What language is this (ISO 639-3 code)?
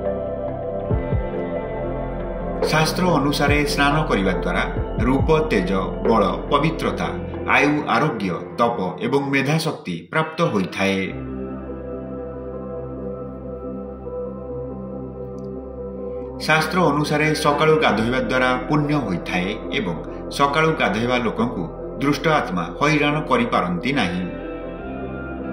ori